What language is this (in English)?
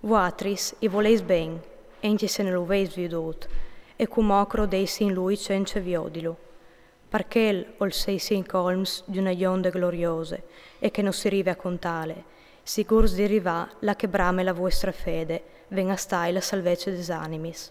Friulian